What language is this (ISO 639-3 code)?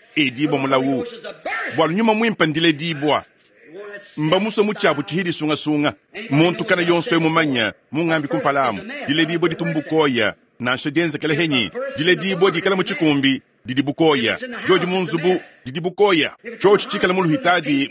lua